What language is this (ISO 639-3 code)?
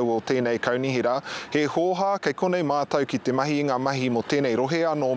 mri